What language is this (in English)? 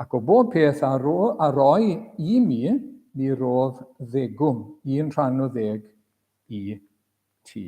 Welsh